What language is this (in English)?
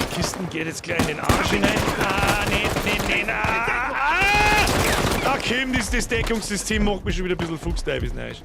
Bavarian